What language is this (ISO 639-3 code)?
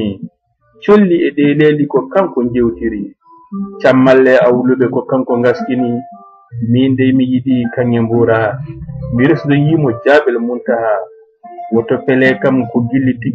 ful